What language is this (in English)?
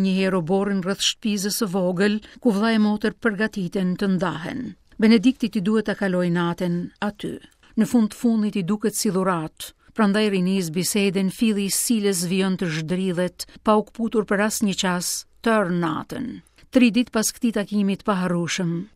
Albanian